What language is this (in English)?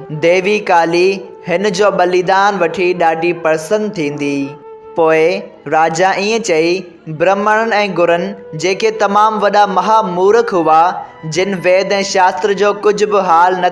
Sindhi